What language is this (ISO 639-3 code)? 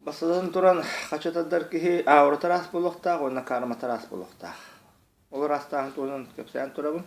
sah